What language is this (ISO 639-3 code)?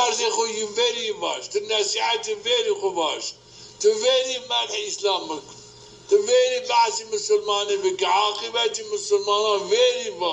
zza